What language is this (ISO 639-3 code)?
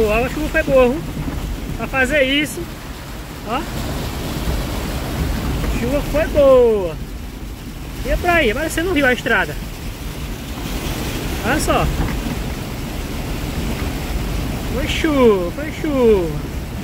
por